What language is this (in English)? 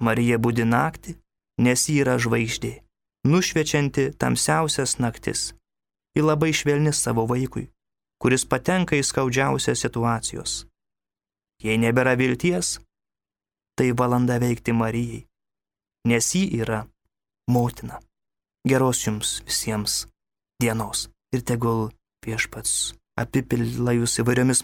Lithuanian